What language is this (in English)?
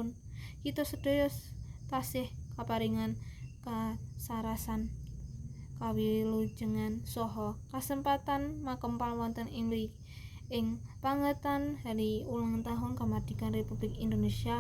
Javanese